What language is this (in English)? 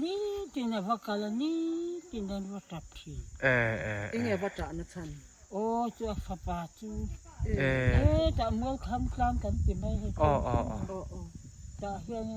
Mizo